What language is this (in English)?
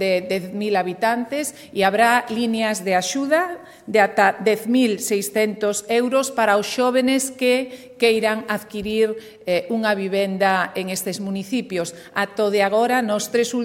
Galician